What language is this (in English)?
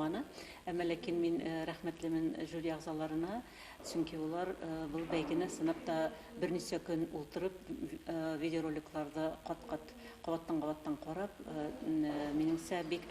Bashkir